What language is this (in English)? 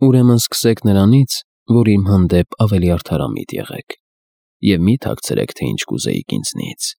Armenian